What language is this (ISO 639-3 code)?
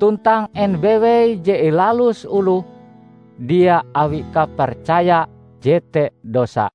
nij